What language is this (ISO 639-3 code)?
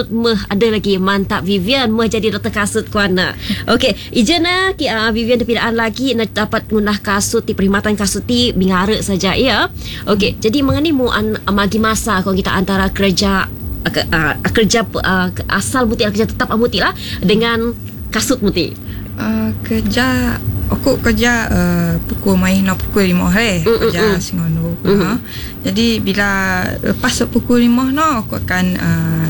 msa